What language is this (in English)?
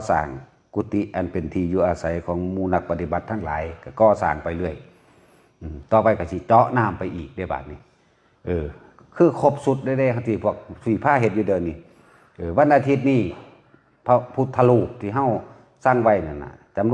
Northeastern Thai